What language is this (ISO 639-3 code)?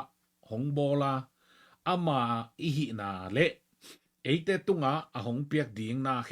ctd